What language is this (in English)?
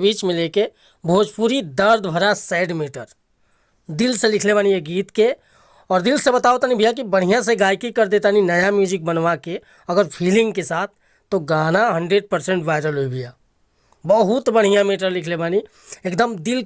Bhojpuri